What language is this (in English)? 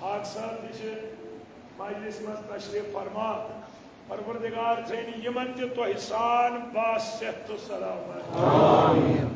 Kashmiri